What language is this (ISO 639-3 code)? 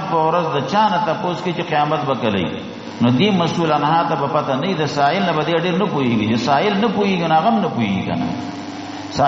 pus